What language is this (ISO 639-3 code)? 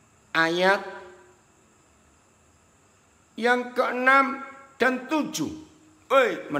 ind